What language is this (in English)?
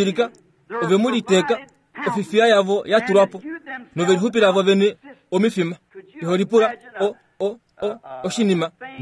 Kuanyama